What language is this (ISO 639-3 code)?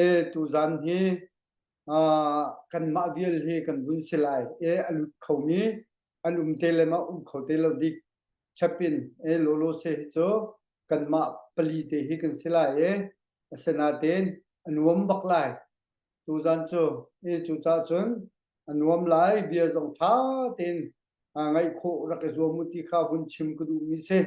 cnh